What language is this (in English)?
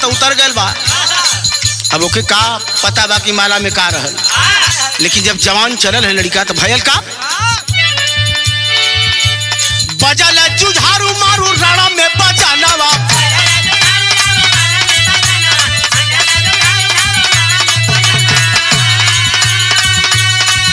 Bhojpuri